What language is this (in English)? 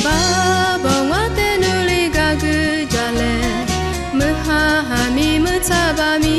Lisu